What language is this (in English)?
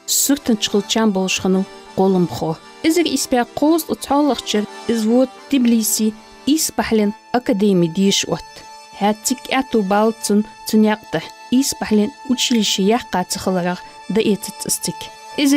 Ingush